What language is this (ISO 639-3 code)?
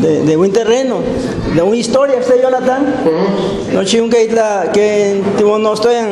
ngu